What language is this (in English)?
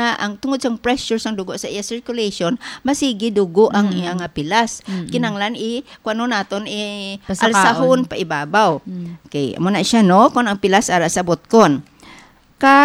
Hiligaynon